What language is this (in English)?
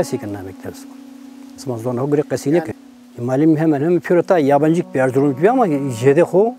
Zaza